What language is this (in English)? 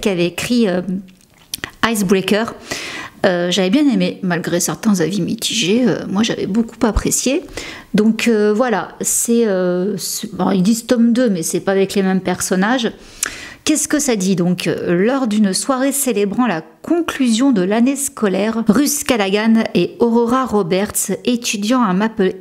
French